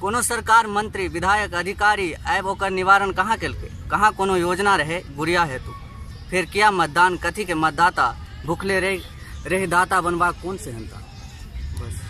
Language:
Maithili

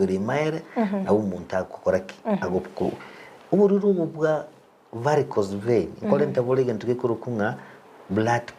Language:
Gusii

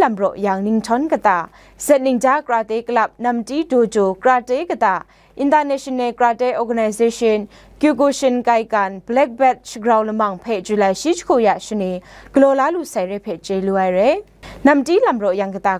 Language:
Kachin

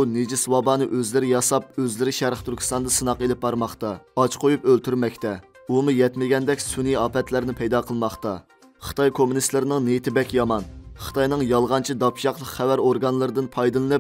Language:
Uyghur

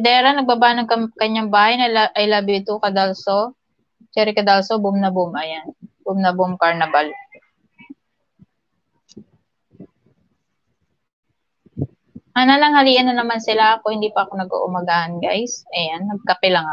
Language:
Filipino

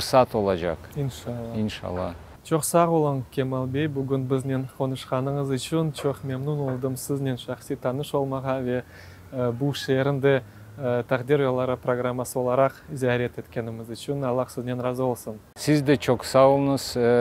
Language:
Crimean Tatar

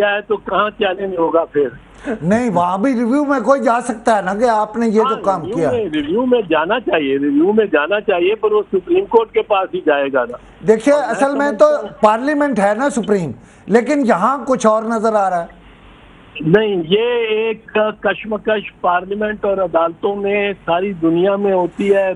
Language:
Urdu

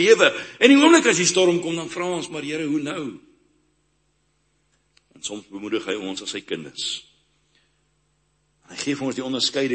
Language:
Afrikaans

